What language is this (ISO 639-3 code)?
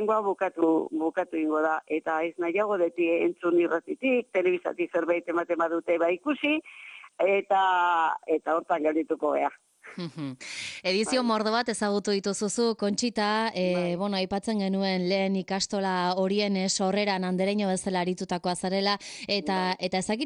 eus